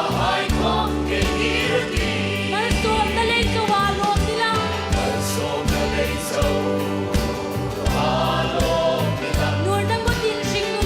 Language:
Hmar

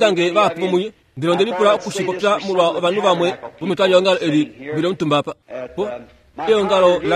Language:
Kuanyama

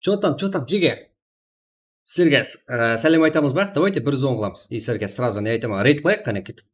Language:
Kara-Kalpak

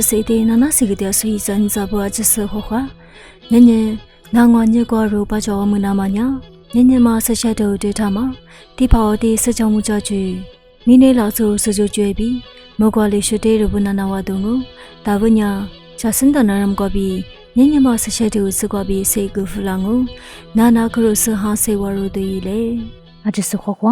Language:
Lisu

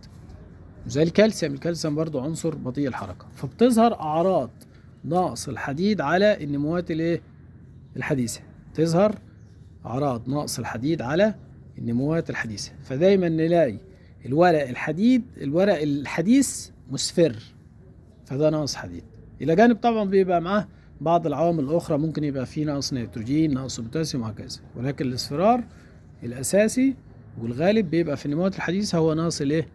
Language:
Egyptian Arabic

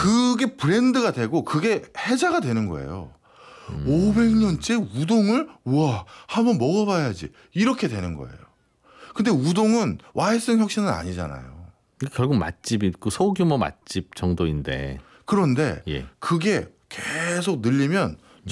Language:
Korean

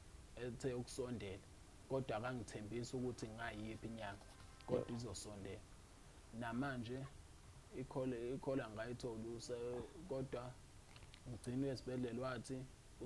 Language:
Zulu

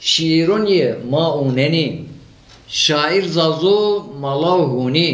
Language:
Zaza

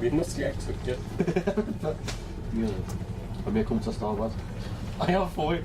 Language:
Bavarian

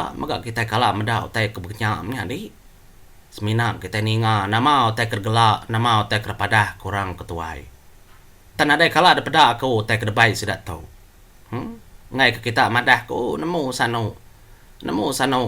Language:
Iban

